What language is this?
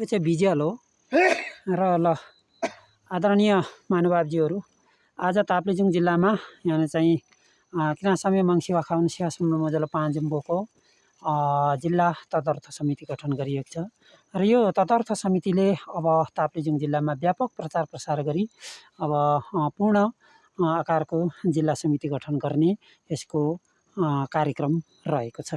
Nepali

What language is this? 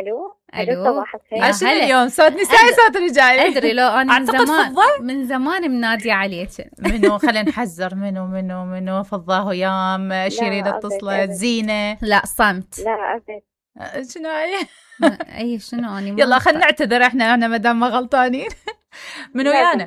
Mesopotamian Arabic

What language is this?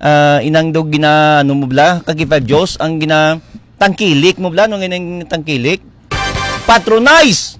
Hiligaynon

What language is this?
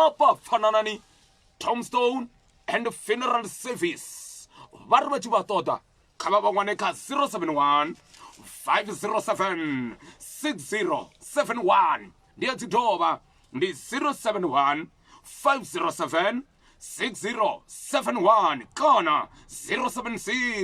Venda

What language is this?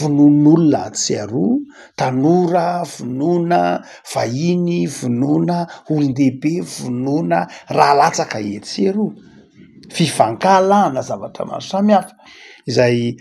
Malagasy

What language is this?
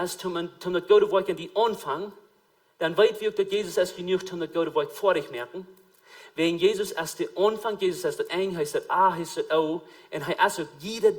Plautdietsch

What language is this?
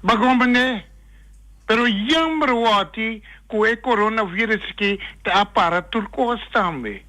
Papiamento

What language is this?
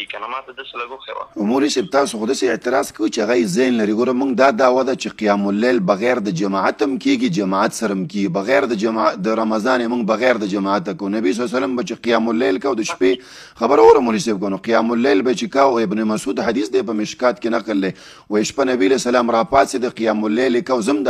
Pashto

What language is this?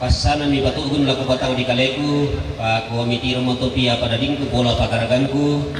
Toraja-Sa'dan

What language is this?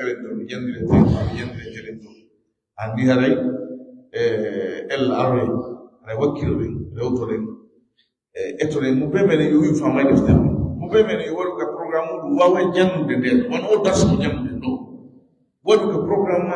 Fula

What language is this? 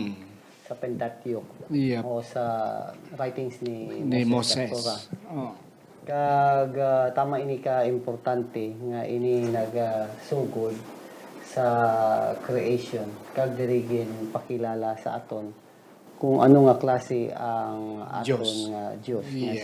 Hiligaynon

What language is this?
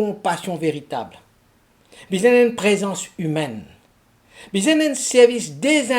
Morisyen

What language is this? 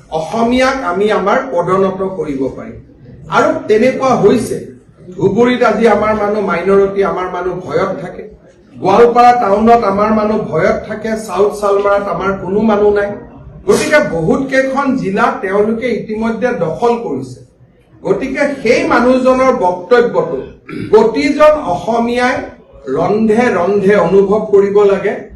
Assamese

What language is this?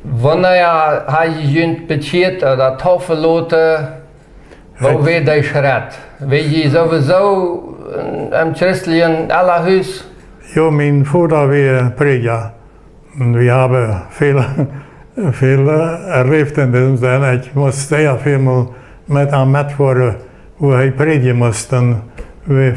Plautdietsch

